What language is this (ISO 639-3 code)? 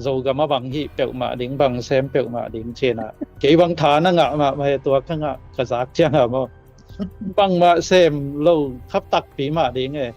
ctd